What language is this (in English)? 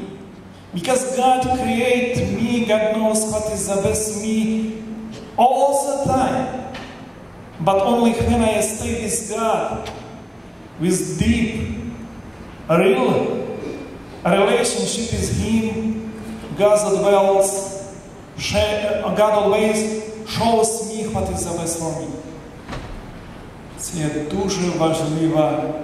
Ukrainian